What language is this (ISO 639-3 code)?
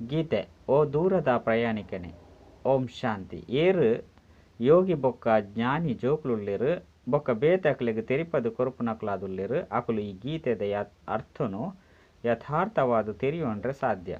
tcy